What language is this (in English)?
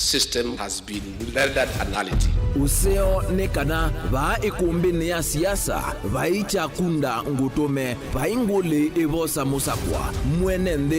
Kamba